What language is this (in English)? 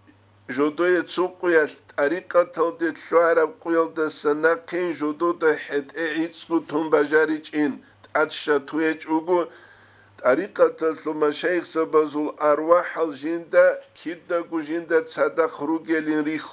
Avaric